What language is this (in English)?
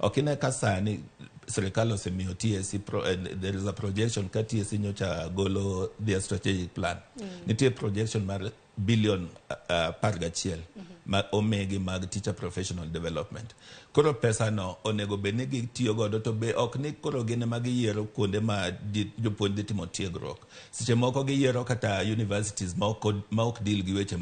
Luo (Kenya and Tanzania)